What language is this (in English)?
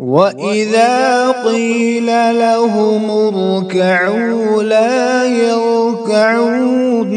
Kashmiri